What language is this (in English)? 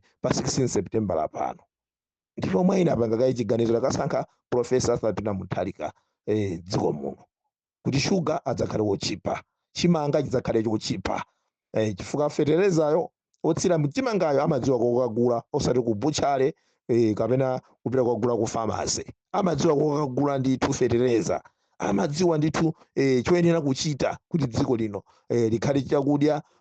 Nyanja